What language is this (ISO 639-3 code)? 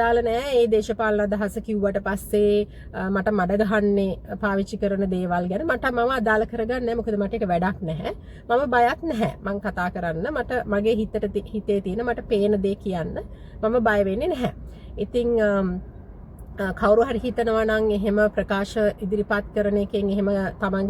sin